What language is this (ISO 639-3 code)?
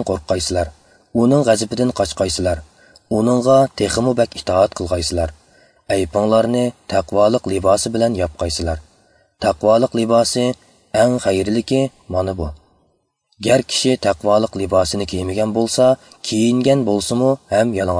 uig